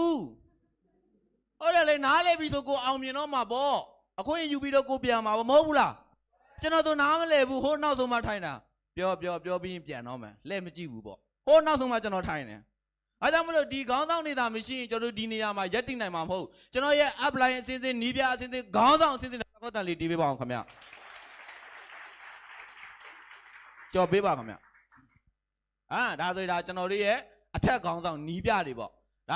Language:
Burmese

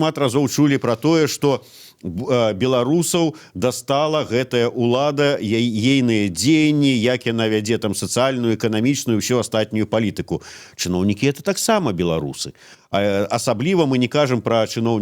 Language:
Belarusian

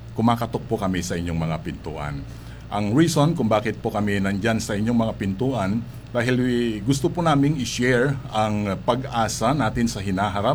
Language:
Filipino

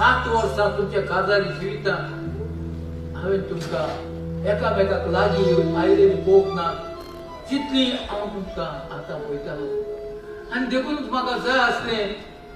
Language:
Konkani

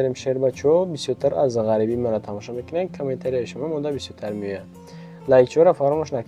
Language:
Tajik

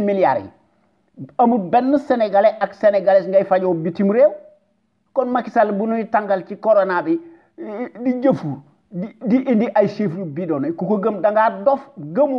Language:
Wolof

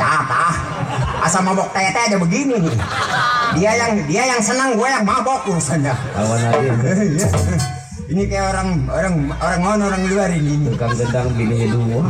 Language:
Betawi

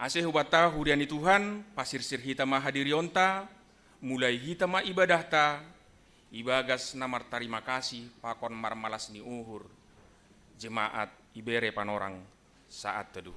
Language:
Batak Simalungun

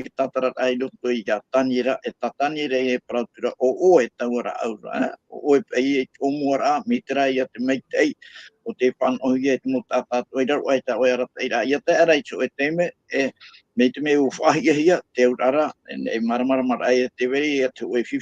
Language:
Tahitian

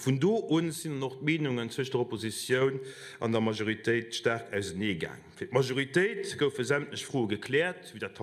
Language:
Luxembourgish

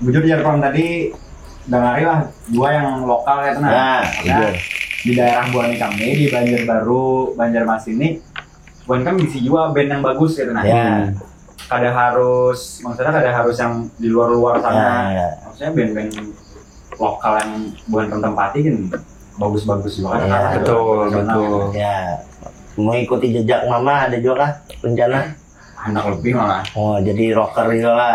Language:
Banjar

